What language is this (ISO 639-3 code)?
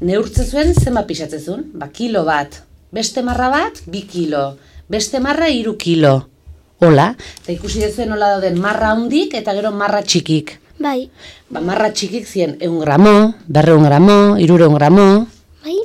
eus